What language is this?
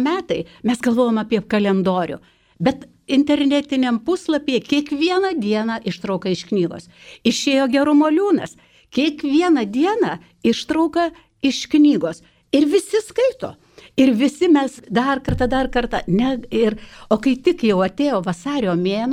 Lithuanian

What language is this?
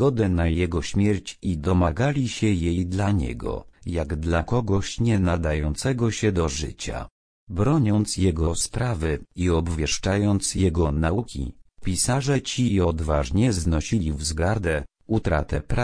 Polish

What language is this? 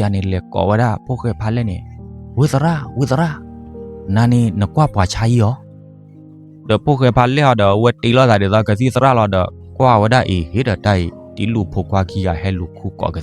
S'gaw Karen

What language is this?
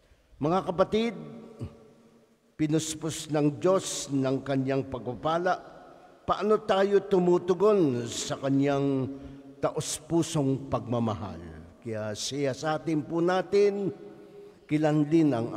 Filipino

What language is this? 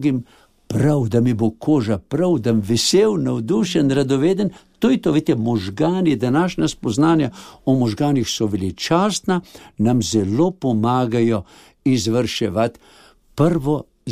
Slovenian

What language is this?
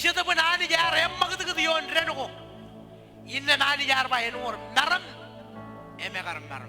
Marshallese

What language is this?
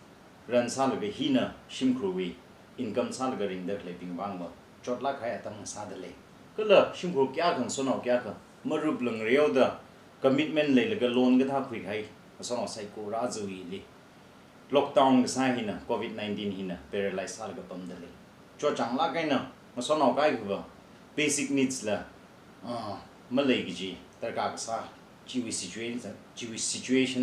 Tangkhul Naga (India)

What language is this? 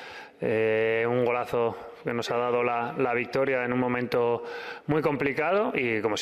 Catalan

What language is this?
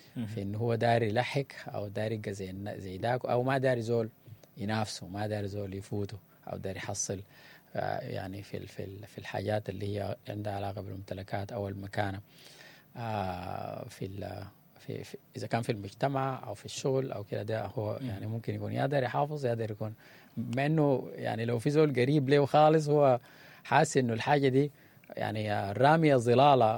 Sudanese Arabic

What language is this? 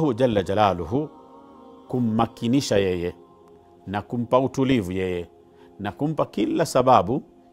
Swahili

